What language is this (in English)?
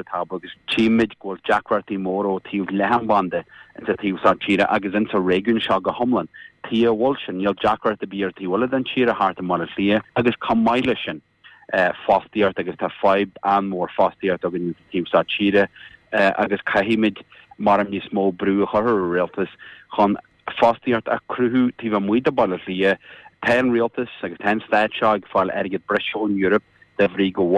Irish